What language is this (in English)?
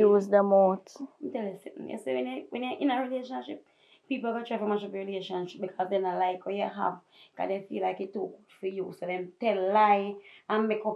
Jamaican Creole English